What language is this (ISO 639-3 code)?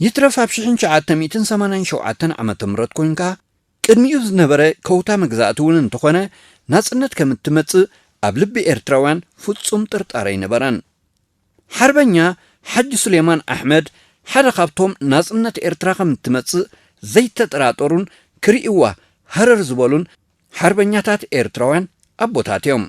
tir